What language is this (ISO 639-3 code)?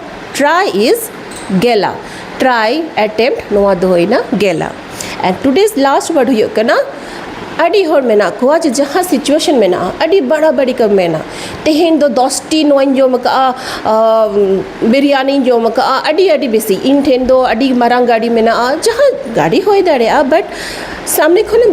sat